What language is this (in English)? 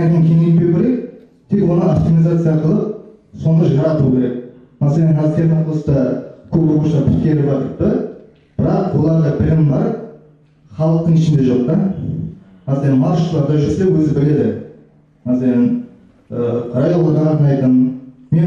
Kara-Kalpak